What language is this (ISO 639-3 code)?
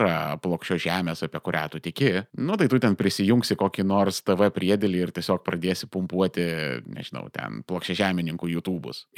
lit